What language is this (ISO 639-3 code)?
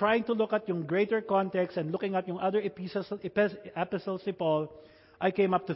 fil